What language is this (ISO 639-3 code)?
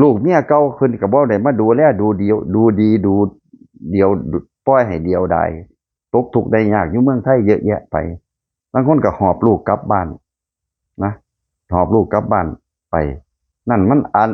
lao